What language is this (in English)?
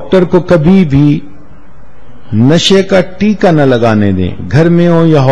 Urdu